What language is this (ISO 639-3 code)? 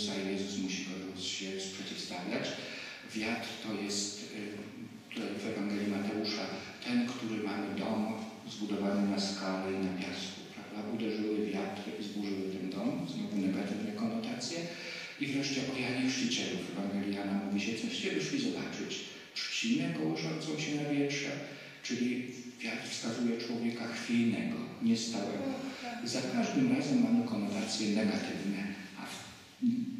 pol